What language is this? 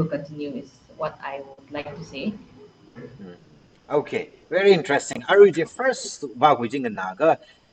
Tangkhul Naga (India)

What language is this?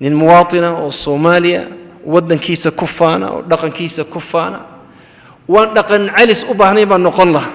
Somali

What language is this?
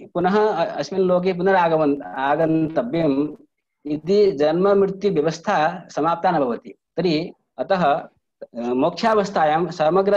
Sanskrit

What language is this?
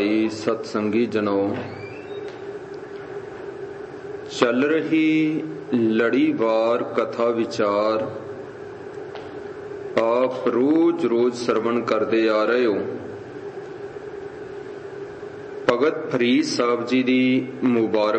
Punjabi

